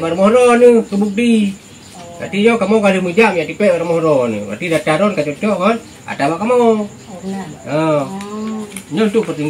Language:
Achinese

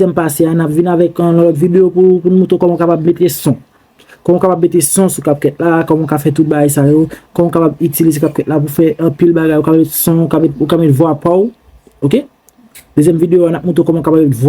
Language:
Haitian Creole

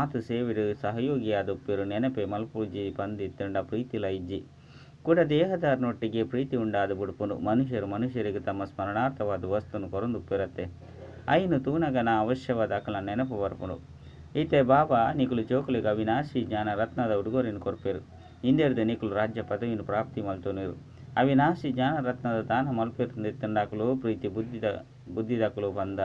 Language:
Tulu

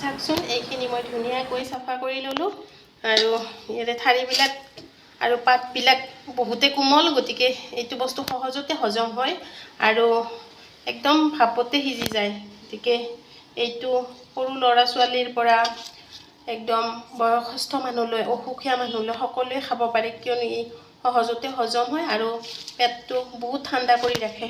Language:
Assamese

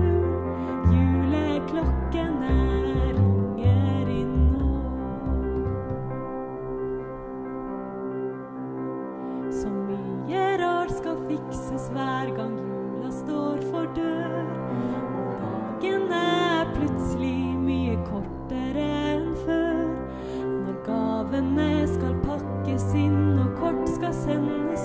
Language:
Norwegian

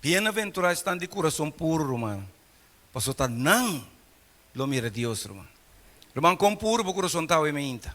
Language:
Papiamento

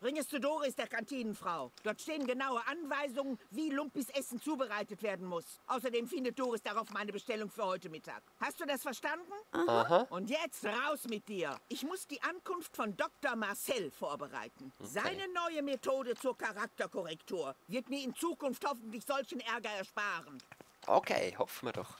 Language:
Swiss German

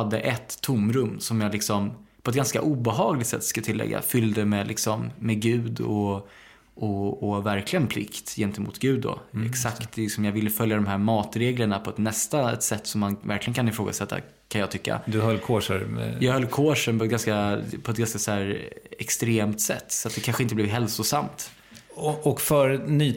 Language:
Swedish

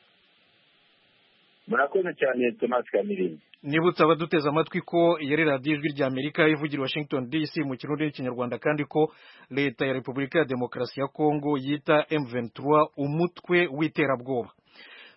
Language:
Kinyarwanda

